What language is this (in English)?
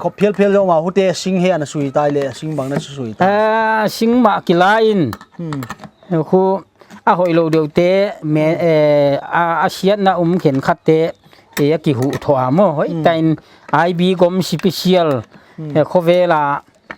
Paite Chin